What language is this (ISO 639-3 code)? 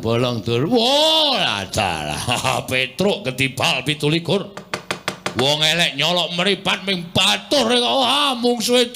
jav